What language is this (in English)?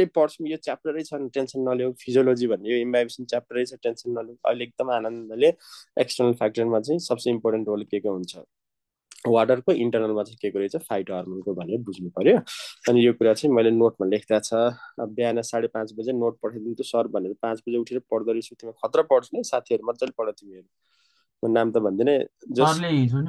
Nepali